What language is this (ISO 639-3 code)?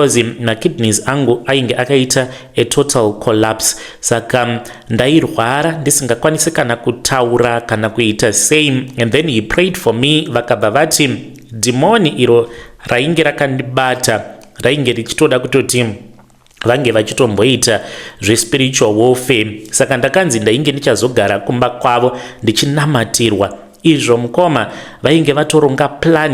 sna